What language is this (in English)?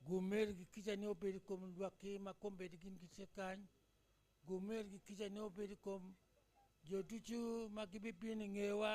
Acoli